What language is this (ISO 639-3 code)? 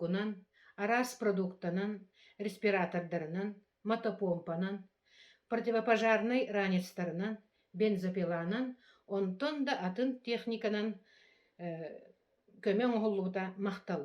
sah